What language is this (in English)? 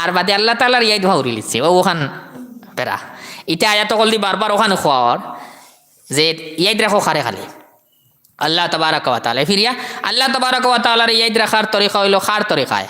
Sylheti